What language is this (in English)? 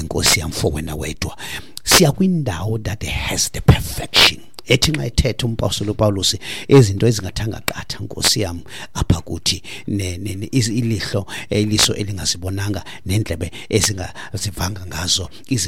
Xhosa